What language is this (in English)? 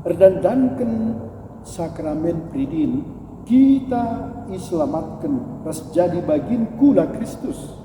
Batak Karo